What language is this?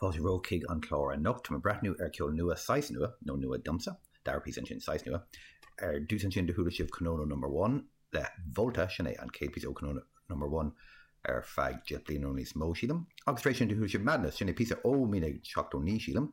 Irish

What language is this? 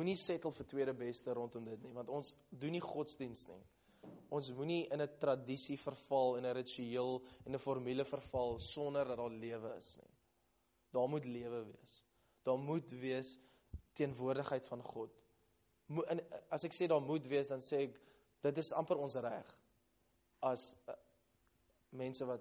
Afrikaans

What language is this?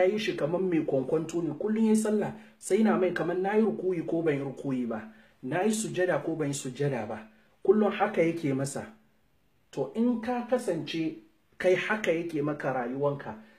Hausa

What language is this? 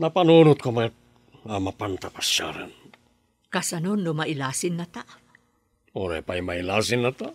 Iloko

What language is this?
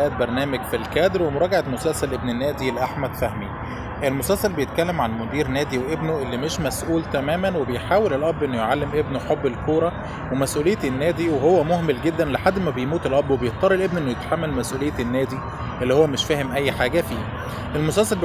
Egyptian Arabic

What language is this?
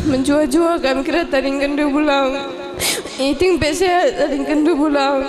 Batak Karo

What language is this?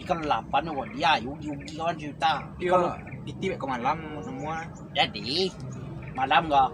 Minangkabau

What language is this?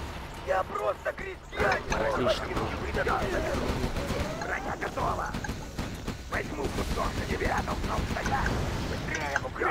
Russian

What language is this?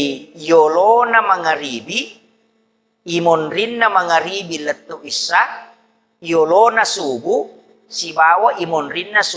Buginese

